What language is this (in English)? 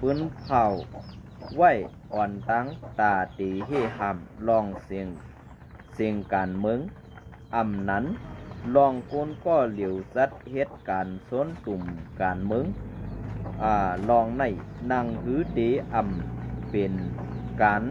Shan